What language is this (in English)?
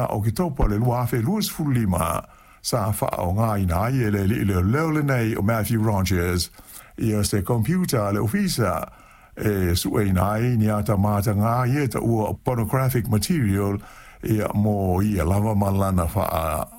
Samoan